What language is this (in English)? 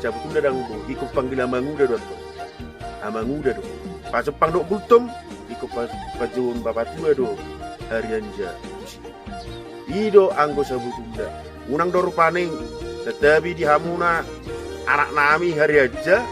Batak Toba